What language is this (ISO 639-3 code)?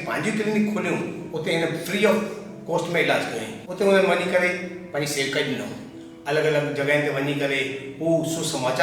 snd